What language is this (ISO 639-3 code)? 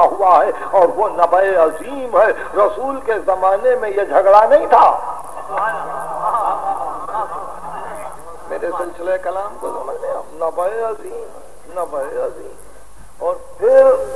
urd